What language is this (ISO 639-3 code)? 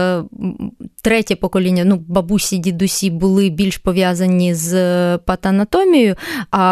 ukr